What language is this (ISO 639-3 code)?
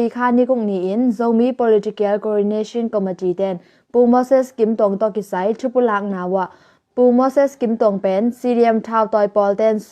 ctd